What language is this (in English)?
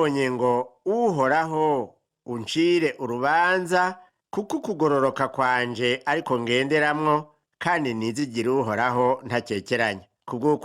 Rundi